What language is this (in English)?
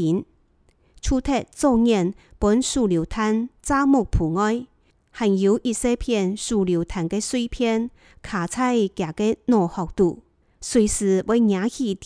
Cantonese